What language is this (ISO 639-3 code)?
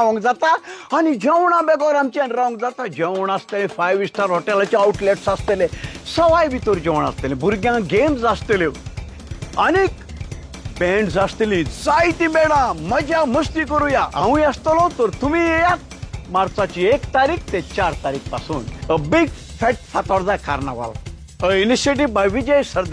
kok